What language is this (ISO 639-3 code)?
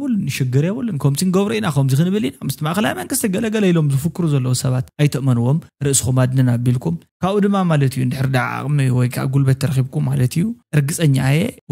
tir